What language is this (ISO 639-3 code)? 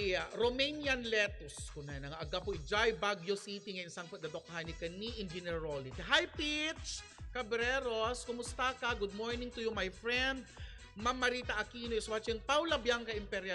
ilo